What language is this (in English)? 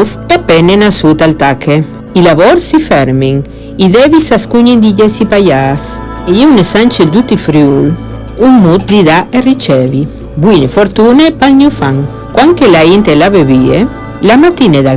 Friulian